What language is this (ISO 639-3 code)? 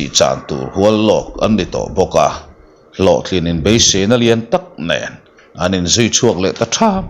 lus